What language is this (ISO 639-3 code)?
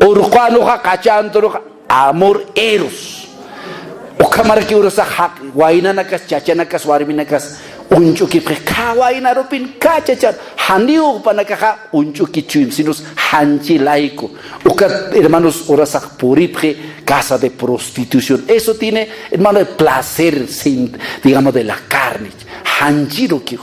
aym